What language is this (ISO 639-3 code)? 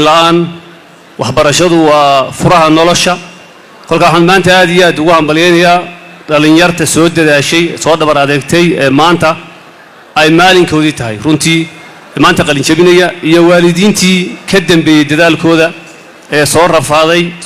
som